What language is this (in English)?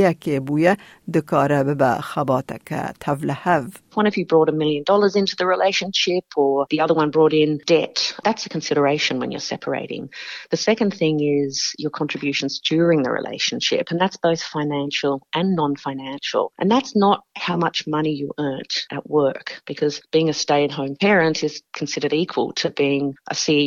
Kurdish